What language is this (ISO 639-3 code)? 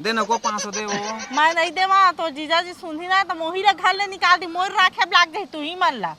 hne